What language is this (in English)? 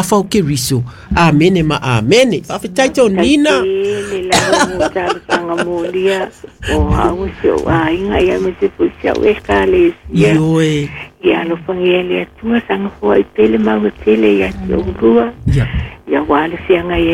Samoan